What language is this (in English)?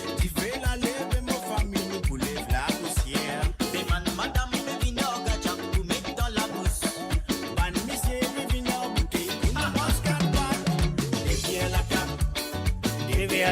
Morisyen